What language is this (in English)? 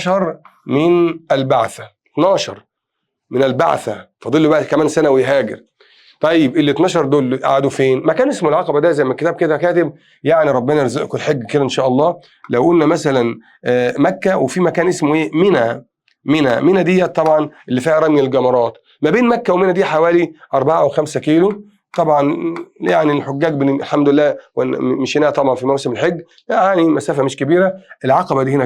Egyptian Arabic